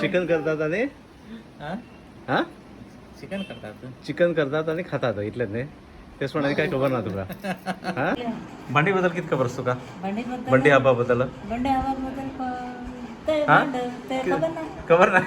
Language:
Konkani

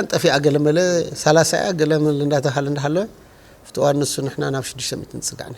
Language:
Tigrinya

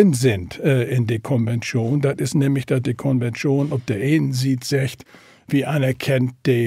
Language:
Low German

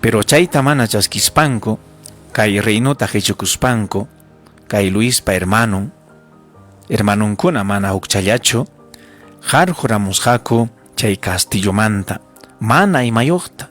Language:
Ayacucho Quechua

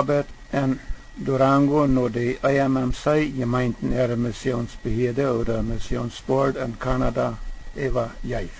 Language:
Plautdietsch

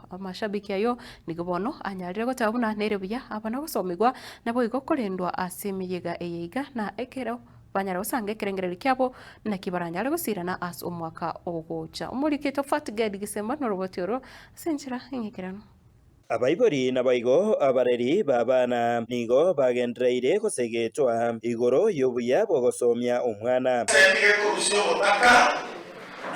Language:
Gusii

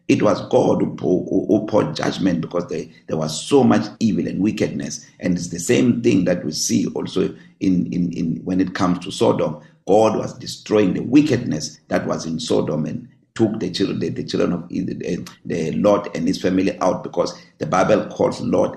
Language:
English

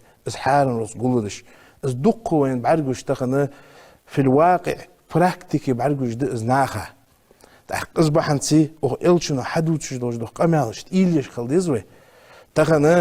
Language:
Ingush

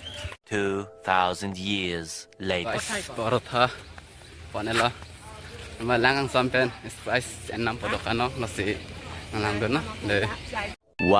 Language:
Karbi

